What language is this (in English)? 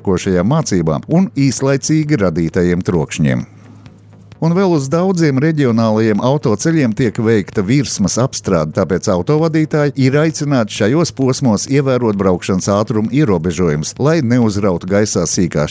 Latvian